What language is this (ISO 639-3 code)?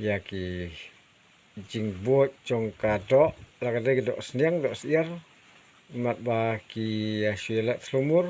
kha